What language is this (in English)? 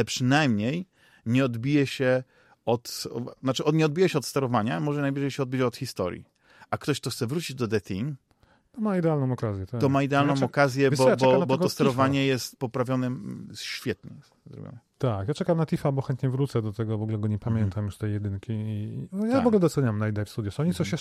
Polish